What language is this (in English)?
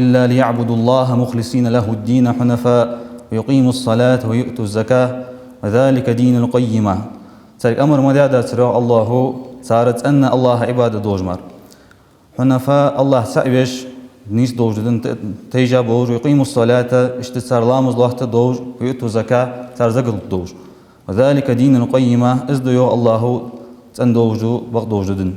Ingush